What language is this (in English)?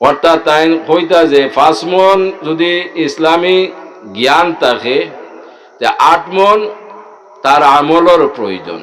Sylheti